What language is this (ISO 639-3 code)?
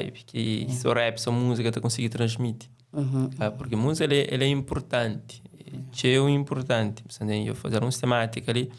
kea